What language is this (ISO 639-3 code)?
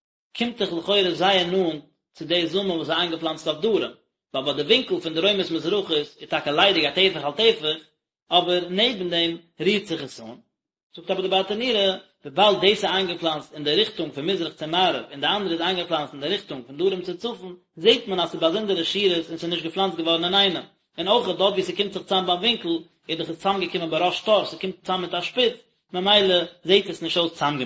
yid